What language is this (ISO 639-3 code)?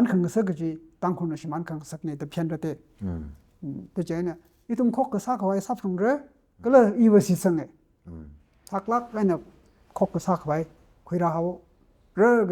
nmf